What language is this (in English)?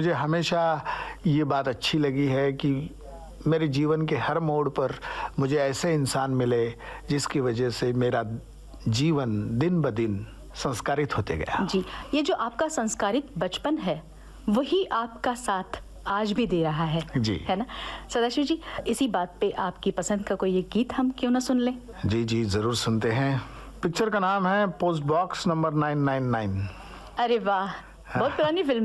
Hindi